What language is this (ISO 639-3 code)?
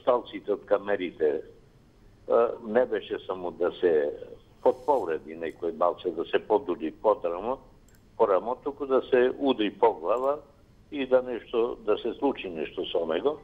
mkd